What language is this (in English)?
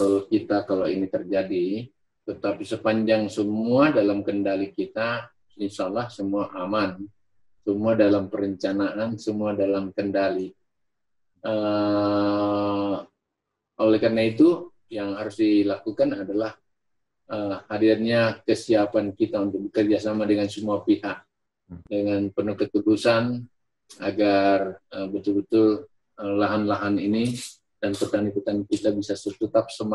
Indonesian